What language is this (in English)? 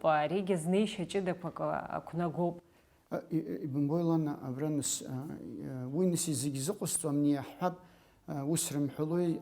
Abkhazian